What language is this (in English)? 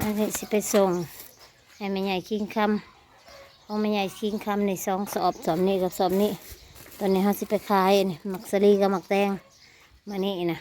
Northeastern Thai